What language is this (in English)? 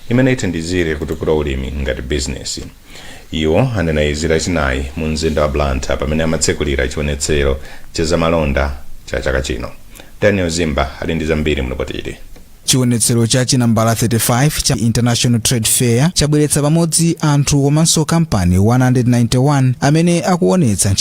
Nyanja